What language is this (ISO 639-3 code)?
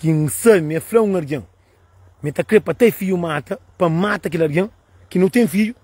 kea